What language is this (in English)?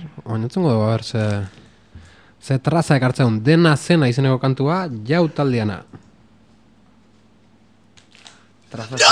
Basque